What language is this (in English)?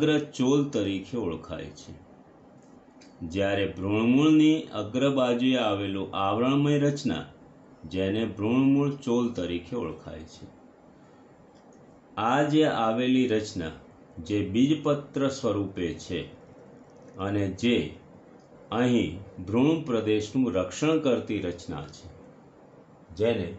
Gujarati